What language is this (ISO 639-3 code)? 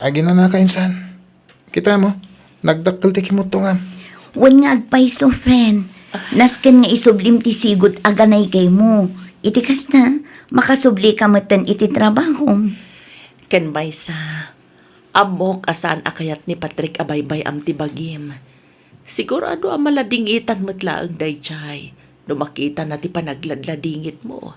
ilo